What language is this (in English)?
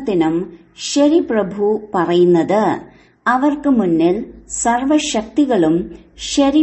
Malayalam